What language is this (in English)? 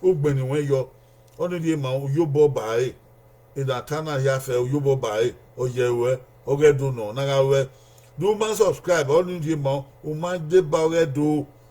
Bini